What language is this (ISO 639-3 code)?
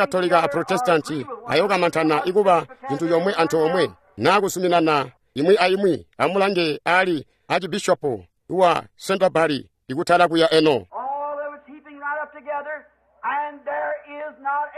toi